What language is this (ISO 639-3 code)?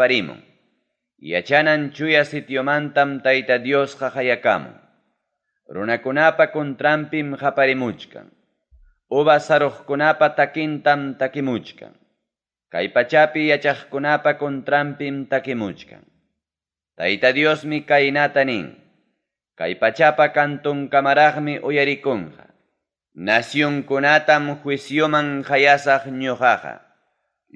quy